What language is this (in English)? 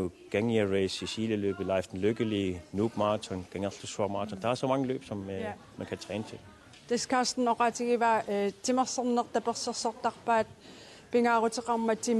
Kalaallisut